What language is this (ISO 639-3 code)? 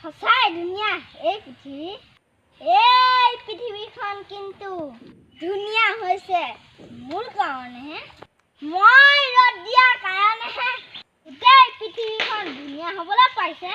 asm